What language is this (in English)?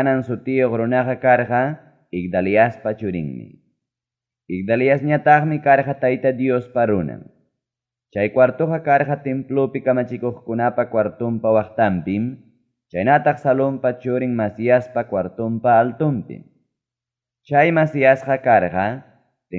Ayacucho Quechua